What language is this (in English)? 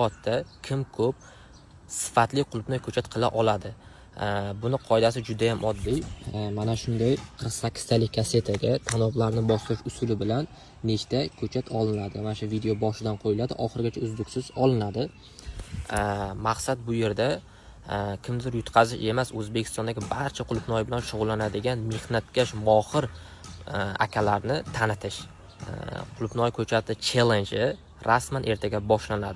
Uzbek